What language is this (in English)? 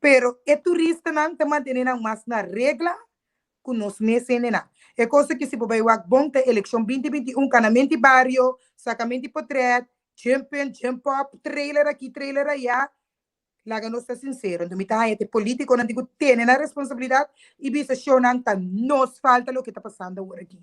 Papiamento